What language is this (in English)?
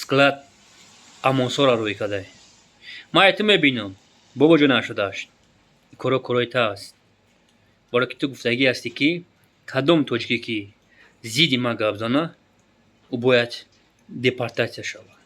Tajik